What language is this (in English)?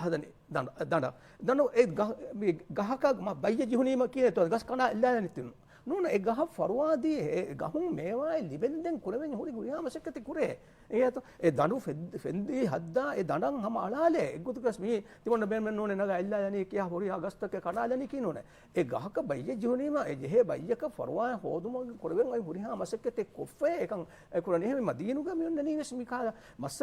Divehi